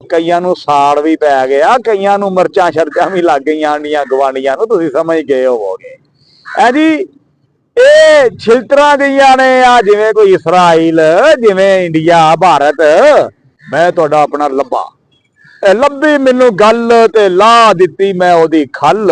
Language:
Western Panjabi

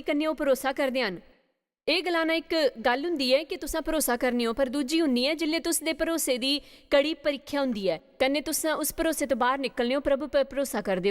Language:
Dogri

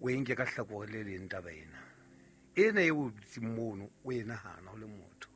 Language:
Southern Sotho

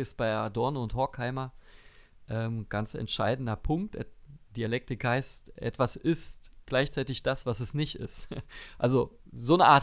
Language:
German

